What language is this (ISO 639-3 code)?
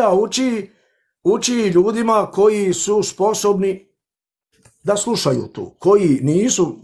bos